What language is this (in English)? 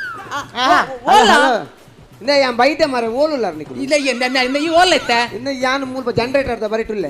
Tulu